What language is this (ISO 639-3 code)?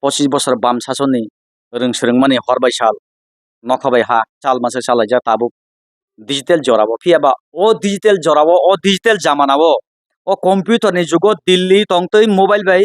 trp